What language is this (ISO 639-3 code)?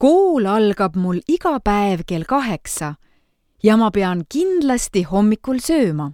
est